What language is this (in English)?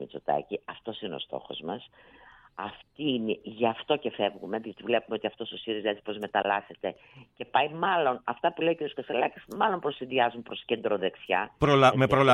Greek